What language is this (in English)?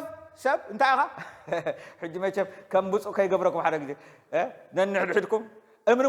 Tigrinya